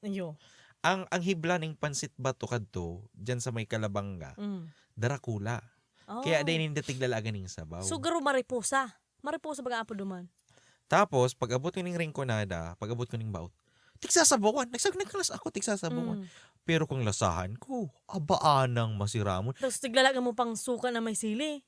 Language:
Bikol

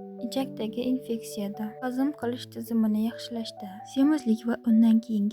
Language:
Uzbek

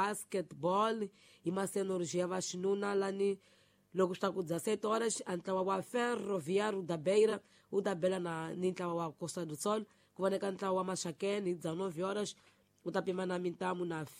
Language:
Tsonga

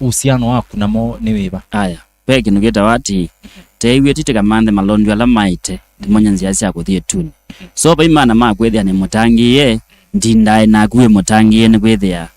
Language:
Kamba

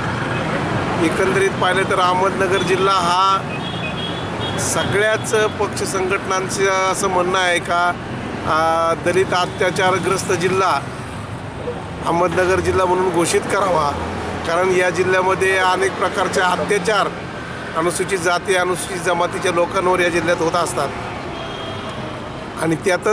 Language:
Marathi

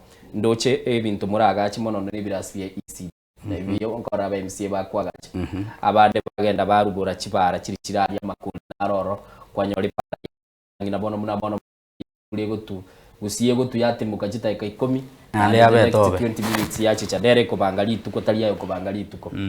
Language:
Gusii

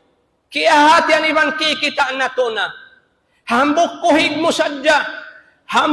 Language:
Tausug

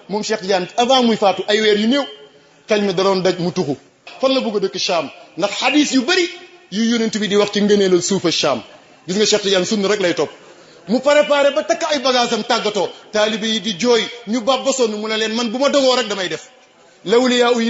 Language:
Wolof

